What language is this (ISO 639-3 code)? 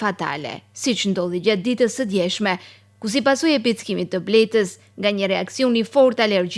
sqi